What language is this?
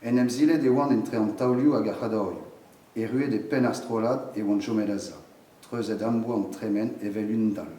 Breton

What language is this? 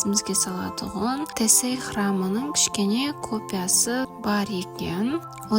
Kara-Kalpak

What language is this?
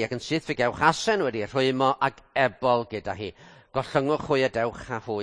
Welsh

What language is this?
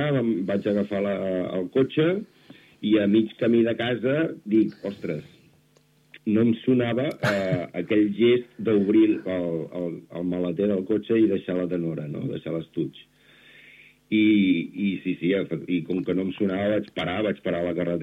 Catalan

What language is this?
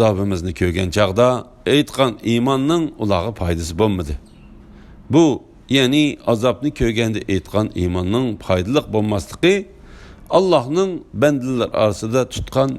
Uyghur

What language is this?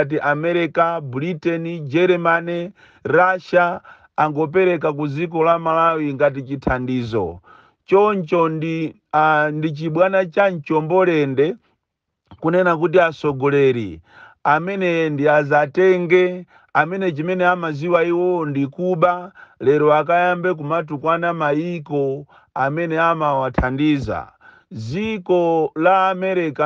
Nyanja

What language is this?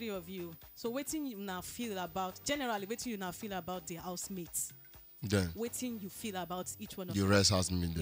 Nigerian Pidgin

